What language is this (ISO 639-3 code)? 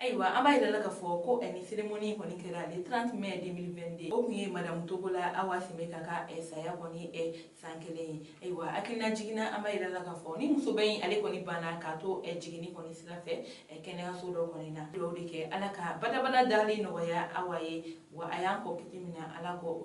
bam